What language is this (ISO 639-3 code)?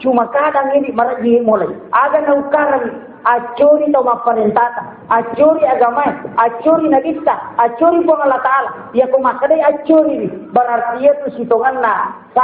bug